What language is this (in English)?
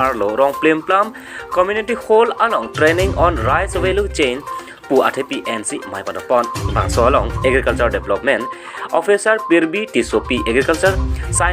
Karbi